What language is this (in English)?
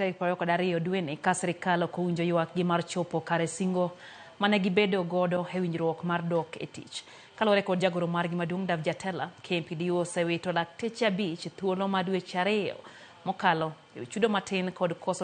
Luo (Kenya and Tanzania)